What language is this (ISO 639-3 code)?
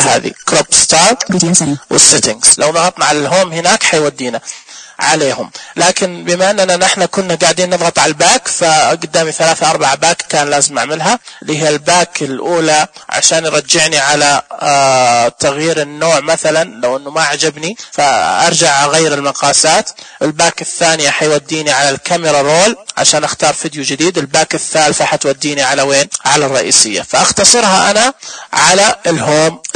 ars